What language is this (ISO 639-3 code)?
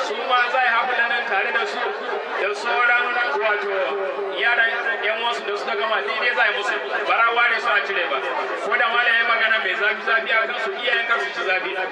hau